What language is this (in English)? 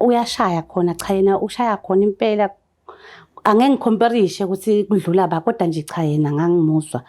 Zulu